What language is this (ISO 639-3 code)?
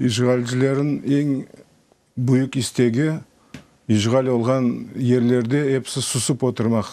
crh